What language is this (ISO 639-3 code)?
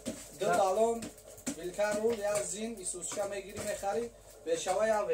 tgk